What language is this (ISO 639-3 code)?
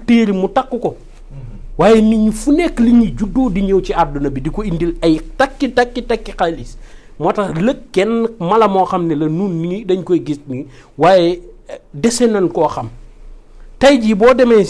wol